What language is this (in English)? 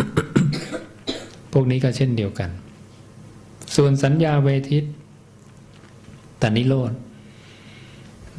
Thai